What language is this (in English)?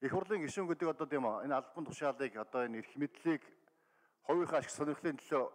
Mongolian